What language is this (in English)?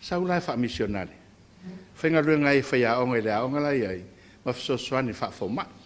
Samoan